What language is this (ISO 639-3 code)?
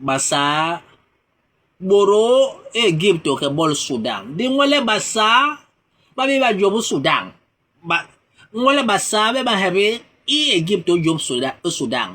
bas